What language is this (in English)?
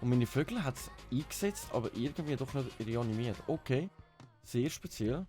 Swiss German